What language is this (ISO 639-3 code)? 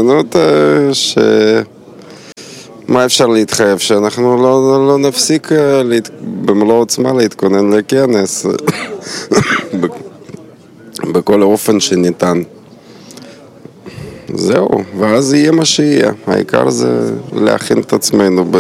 heb